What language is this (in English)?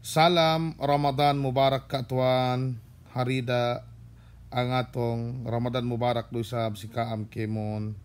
Yakan